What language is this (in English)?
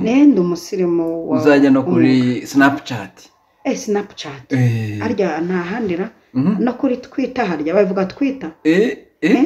Kinyarwanda